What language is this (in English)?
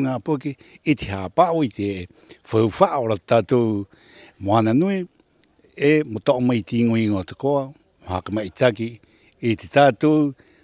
Rapanui